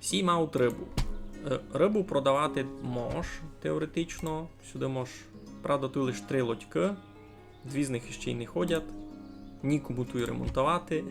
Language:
Rusyn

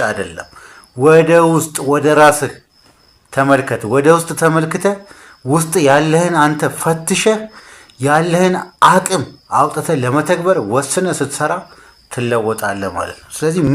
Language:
Amharic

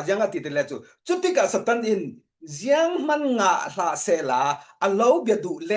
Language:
Falam Chin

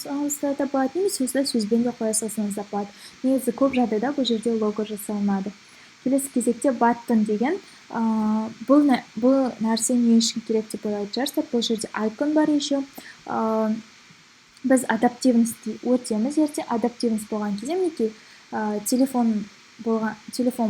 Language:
Kazakh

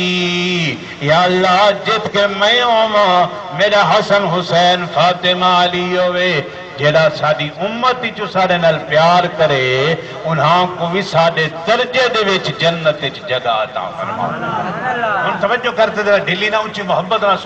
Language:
Saraiki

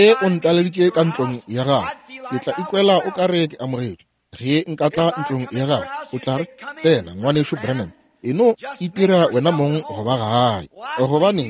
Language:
Northern Sotho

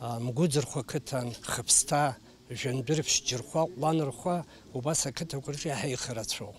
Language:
Abkhazian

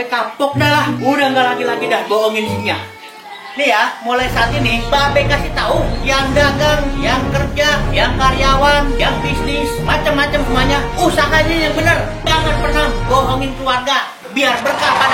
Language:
Betawi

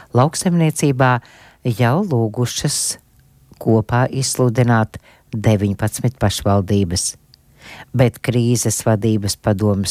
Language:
Latvian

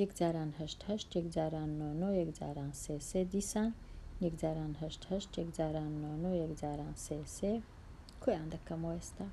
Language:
Central Kurdish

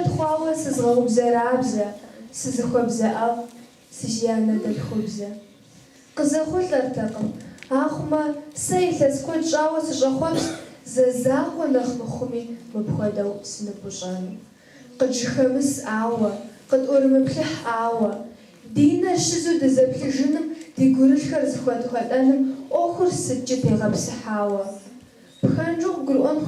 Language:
Kabardian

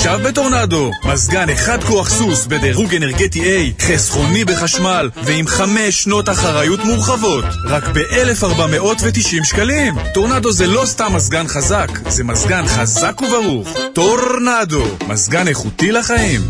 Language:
Hebrew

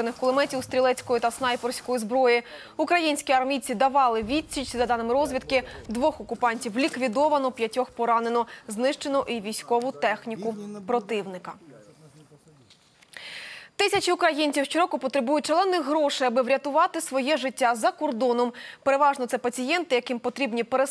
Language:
Ukrainian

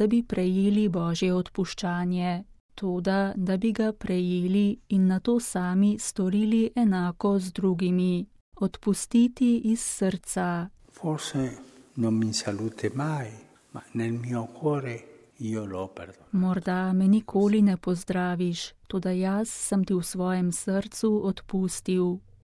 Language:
Slovenian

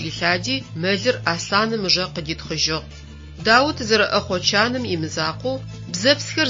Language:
Adyghe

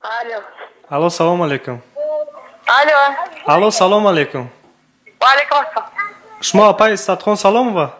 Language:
Tajik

